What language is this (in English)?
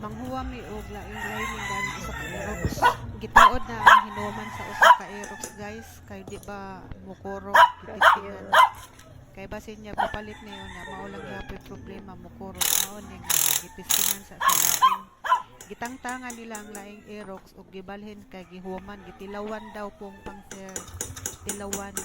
Cebuano